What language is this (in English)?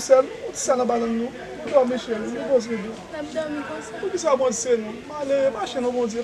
Haitian Creole